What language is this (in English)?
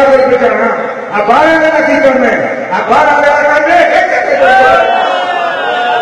Urdu